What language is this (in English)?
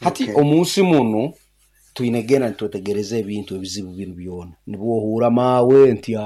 Nyankole